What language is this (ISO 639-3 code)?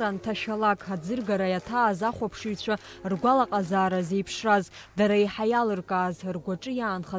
abk